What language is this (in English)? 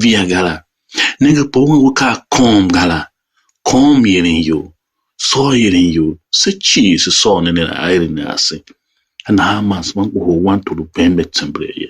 Tiv